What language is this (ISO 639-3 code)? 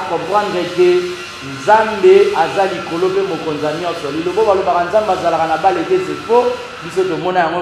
lin